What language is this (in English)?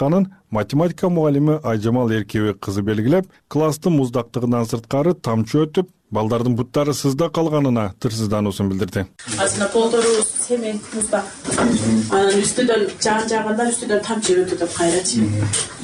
Kyrgyz